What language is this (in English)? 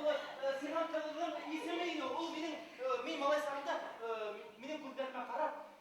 Bashkir